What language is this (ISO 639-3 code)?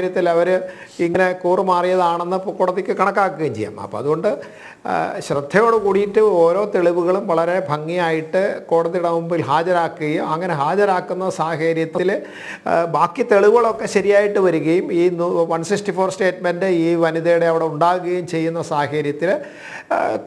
mal